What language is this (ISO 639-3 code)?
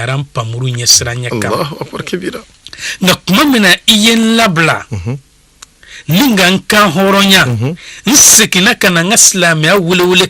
bam